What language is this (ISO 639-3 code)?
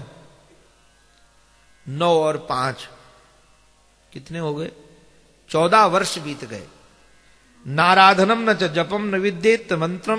hin